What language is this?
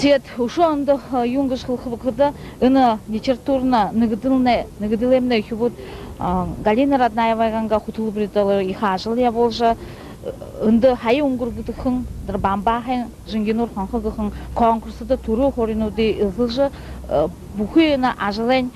Buriat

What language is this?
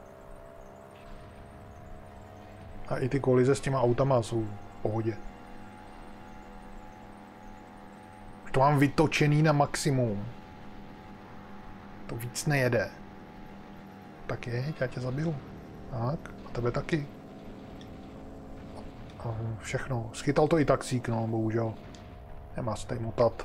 Czech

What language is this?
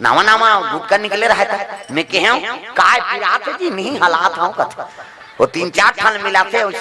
Chhattisgarhi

